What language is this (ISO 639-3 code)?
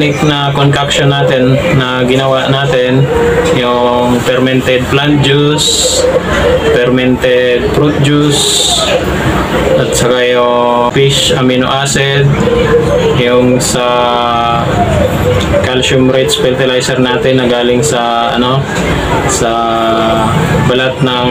fil